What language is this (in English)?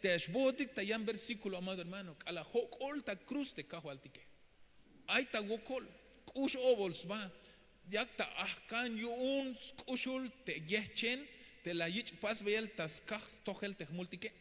Tzeltal